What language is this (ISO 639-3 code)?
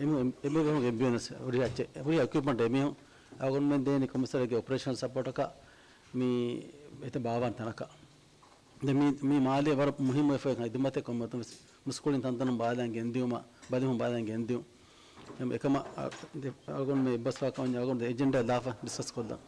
div